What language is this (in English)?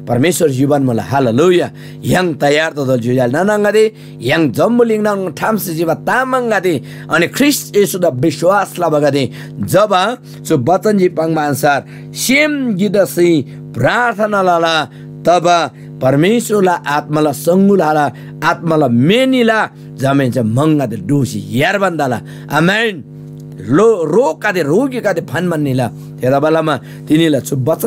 Eastern Tamang